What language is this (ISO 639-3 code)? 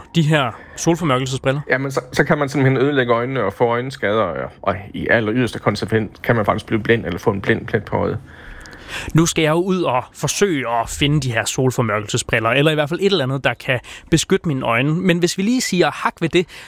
dan